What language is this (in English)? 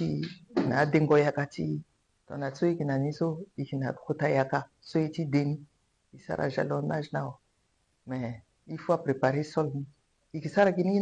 Sango